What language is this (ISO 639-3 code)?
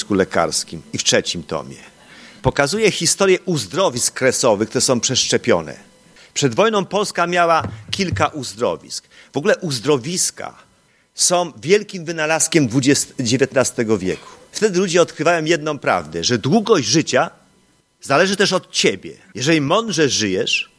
pol